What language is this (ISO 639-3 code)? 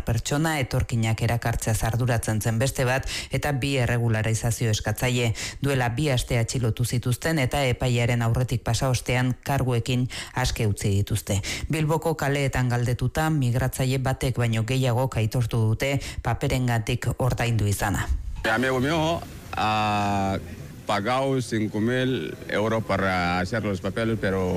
eus